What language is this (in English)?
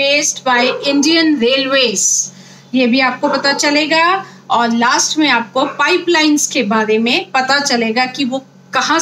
Hindi